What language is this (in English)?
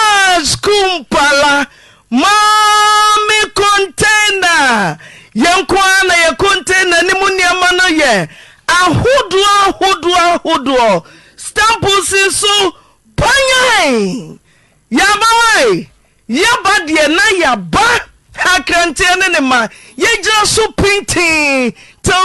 Akan